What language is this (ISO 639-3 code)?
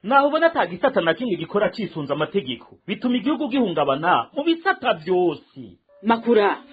run